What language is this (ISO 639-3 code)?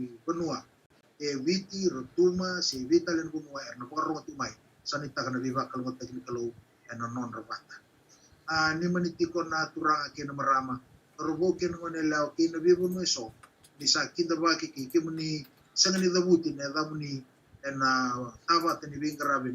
fij